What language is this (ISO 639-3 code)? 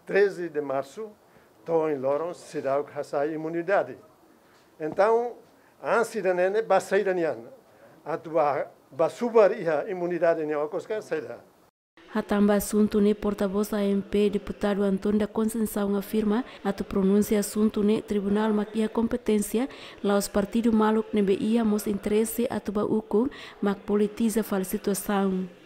tet